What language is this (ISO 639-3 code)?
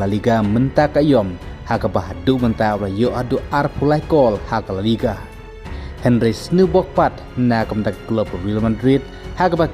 kha